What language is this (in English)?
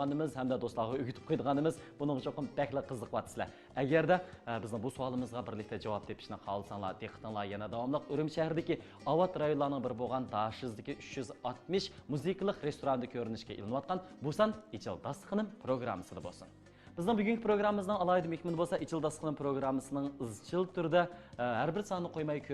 Uyghur